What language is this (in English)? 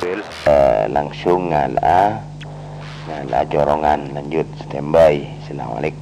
Madurese